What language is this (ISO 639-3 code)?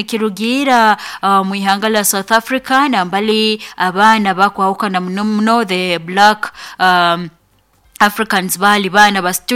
nyo